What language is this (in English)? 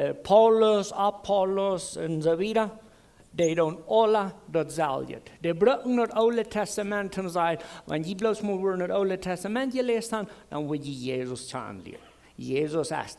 Plautdietsch